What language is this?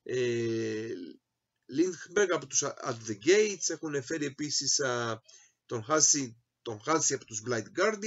Greek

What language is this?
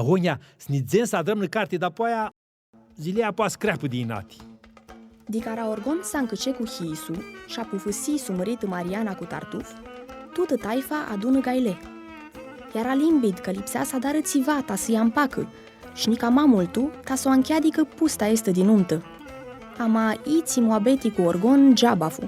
Aromanian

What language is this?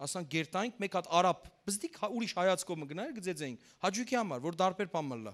Western Armenian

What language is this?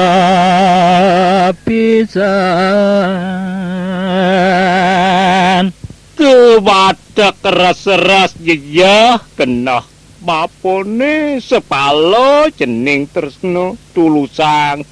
Balinese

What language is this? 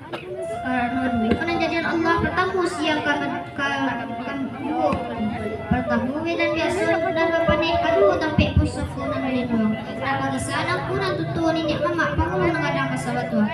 Minangkabau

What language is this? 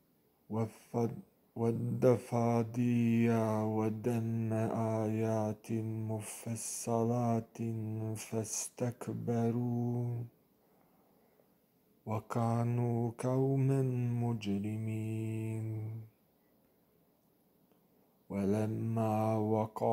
Arabic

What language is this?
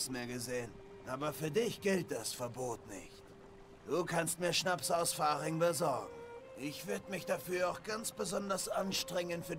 German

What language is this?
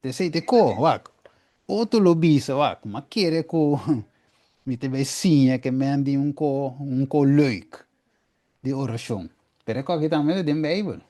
Papiamento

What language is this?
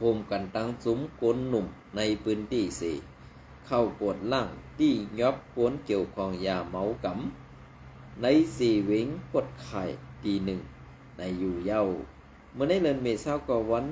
Shan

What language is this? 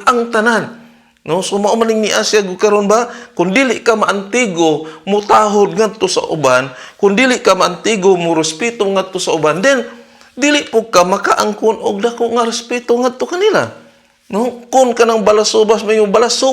Cebuano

